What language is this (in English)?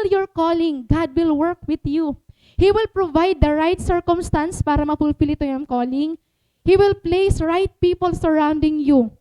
Waray